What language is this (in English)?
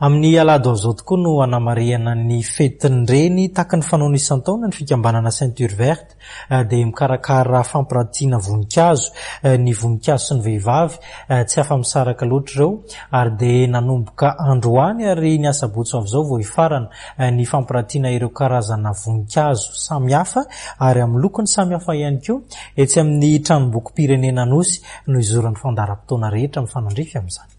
Malagasy